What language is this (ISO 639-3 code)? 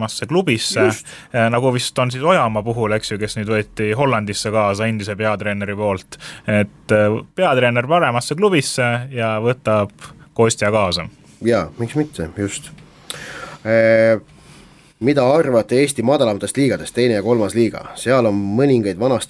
est